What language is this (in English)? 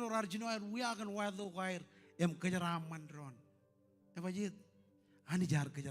Marshallese